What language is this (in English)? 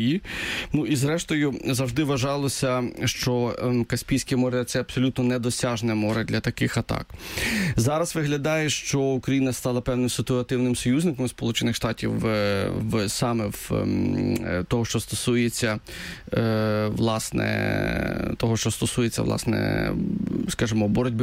Ukrainian